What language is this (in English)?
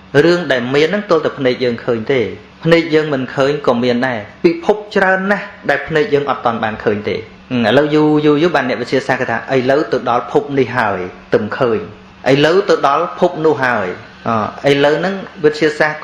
Khmer